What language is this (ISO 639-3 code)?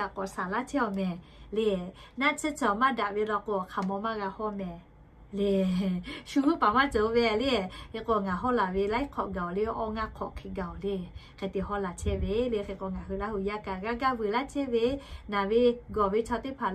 lhu